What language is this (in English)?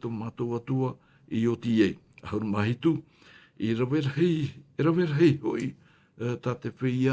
Tahitian